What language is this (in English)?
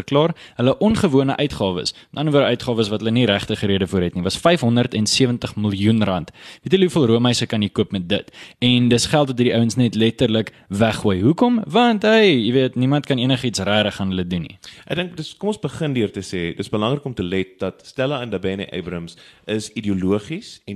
Afrikaans